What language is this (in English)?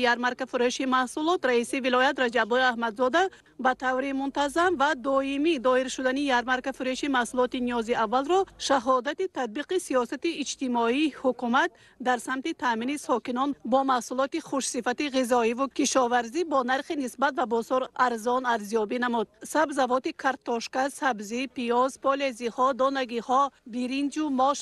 Tajik